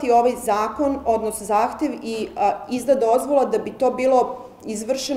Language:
Serbian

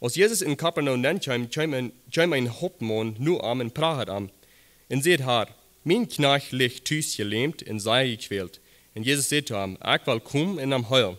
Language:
Plautdietsch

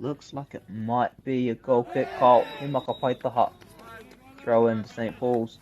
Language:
Māori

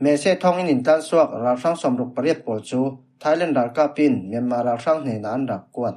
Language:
Falam Chin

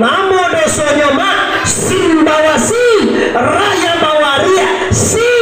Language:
Minangkabau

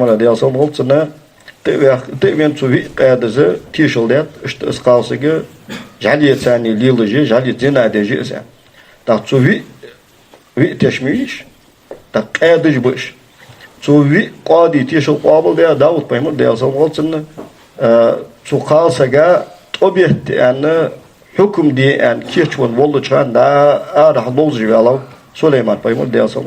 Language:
Ingush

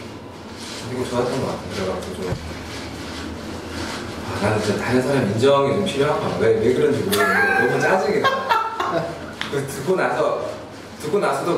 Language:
Korean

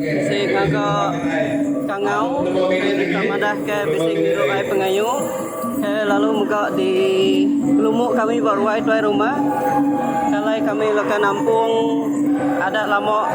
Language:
Iban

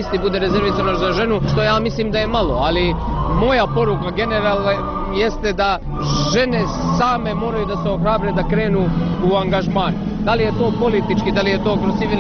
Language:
Bosnian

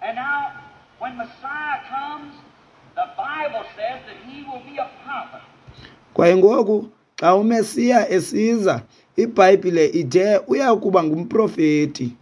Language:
Xhosa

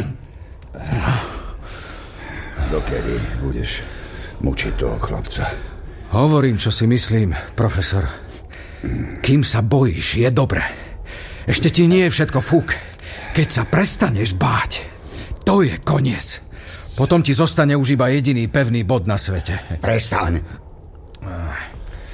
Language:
Slovak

